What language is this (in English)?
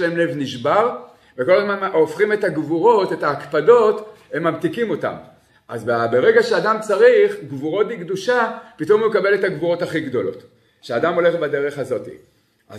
Hebrew